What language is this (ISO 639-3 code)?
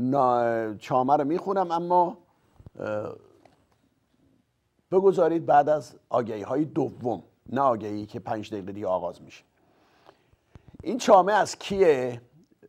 fas